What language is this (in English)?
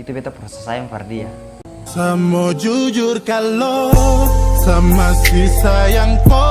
Ambonese Malay